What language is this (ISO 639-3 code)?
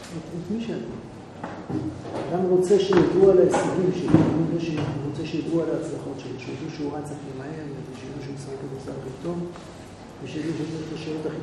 heb